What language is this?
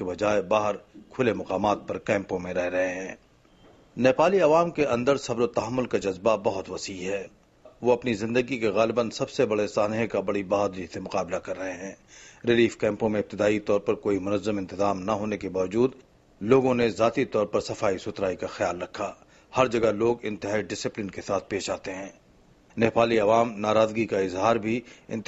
Urdu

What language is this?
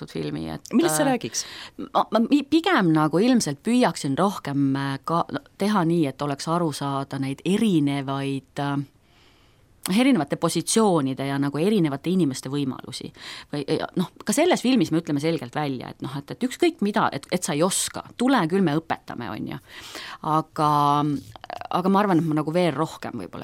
Estonian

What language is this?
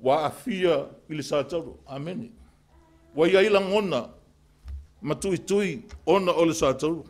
Samoan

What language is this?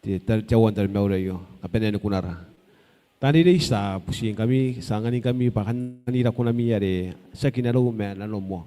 Gilbertese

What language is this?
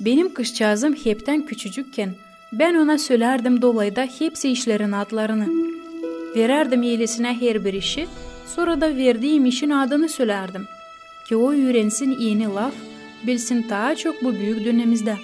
Gagauz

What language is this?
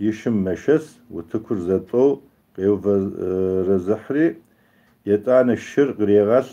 Kabardian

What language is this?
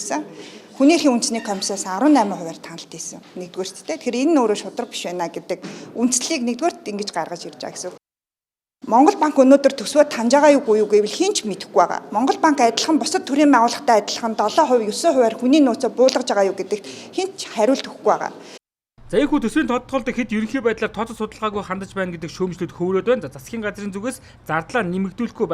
Mongolian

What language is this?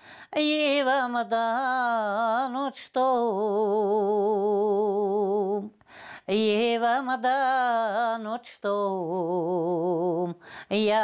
Gagauz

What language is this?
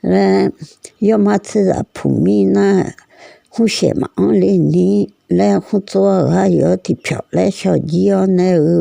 Akha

